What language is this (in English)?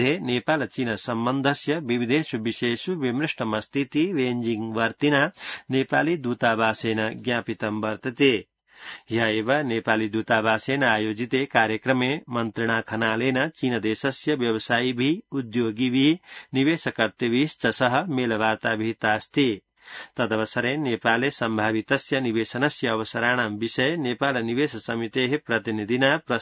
Sanskrit